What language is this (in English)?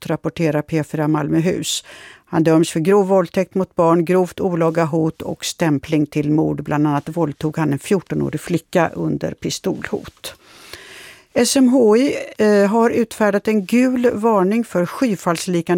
Swedish